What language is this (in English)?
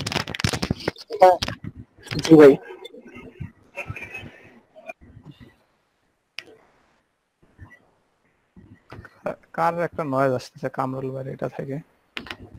Bangla